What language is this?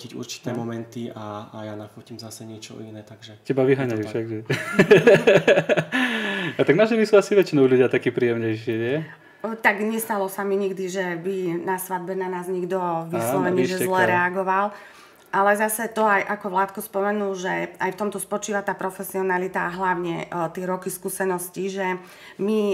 Slovak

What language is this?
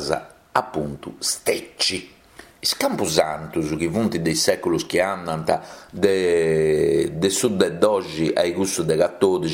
Sardinian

